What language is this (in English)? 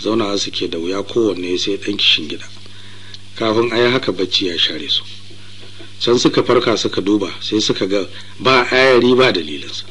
Hausa